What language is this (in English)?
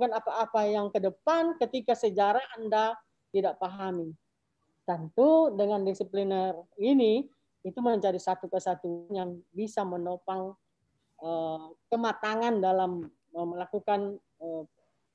Indonesian